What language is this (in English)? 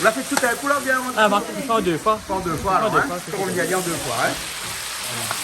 Réunion Creole French